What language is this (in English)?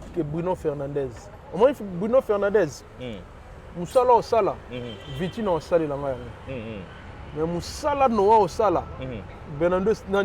Lingala